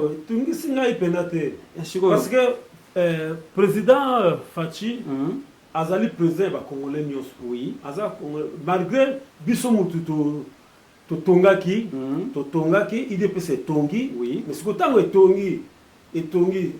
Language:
Lingala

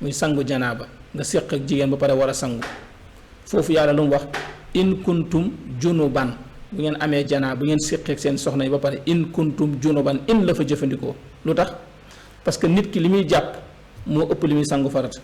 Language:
Wolof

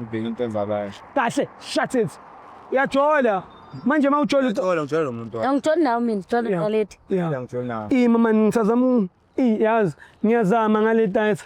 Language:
Zulu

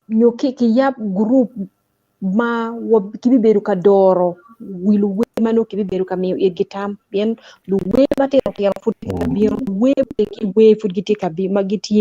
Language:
Acoli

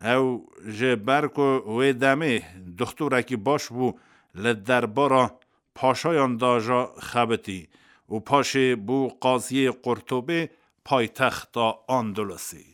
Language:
Kurdish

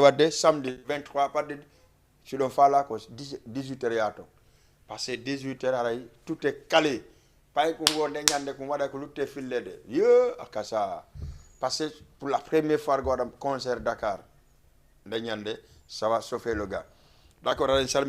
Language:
Fula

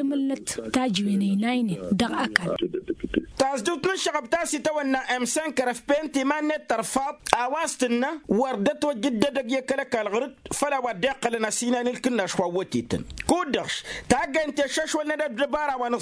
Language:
Tamasheq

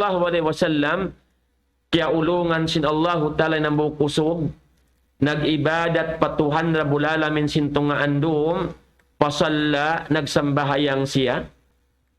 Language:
Tausug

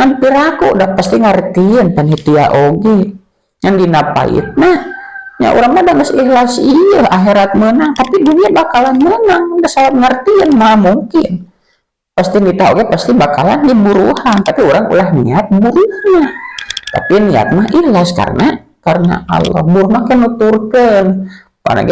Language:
Sundanese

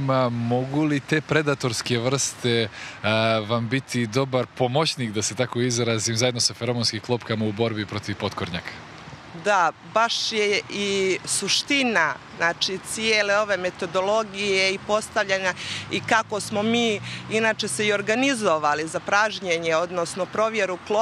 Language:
Bosnian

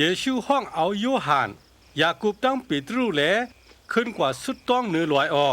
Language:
Shan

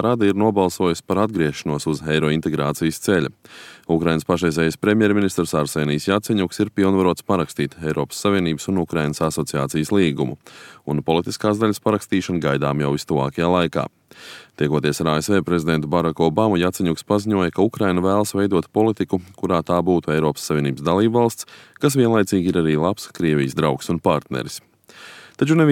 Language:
Latvian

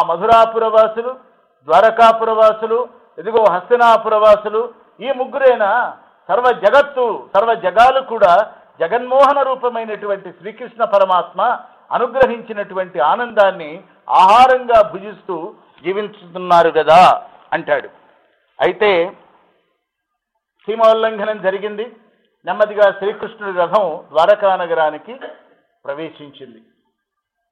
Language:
Telugu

